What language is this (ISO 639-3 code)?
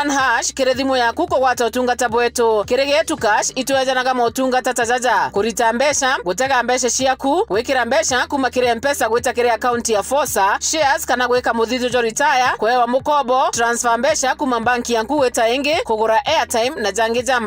mer